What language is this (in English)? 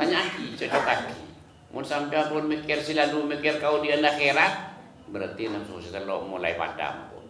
Madurese